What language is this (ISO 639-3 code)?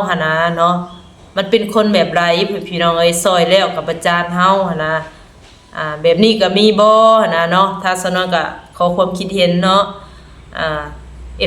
lao